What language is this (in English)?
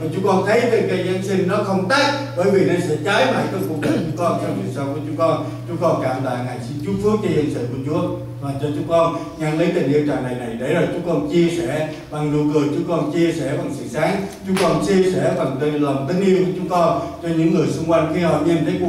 Vietnamese